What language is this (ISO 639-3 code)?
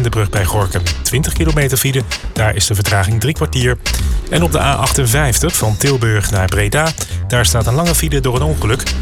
nld